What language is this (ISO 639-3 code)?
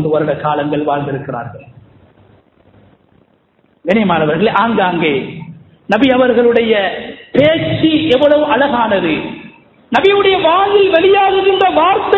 tam